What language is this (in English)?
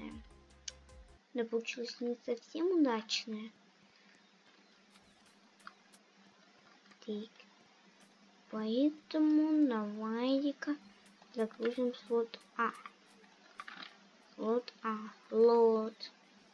Russian